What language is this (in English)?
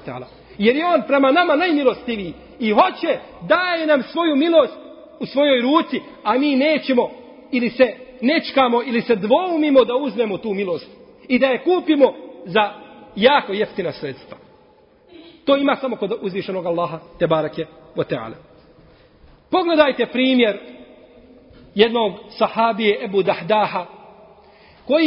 Bosnian